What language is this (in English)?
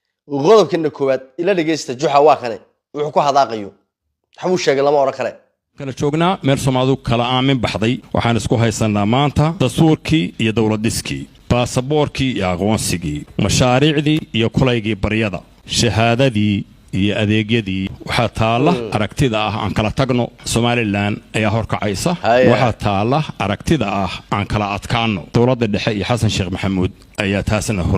Somali